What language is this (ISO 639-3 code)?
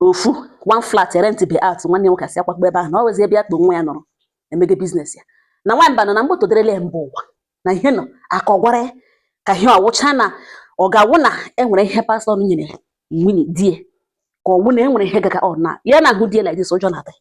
ibo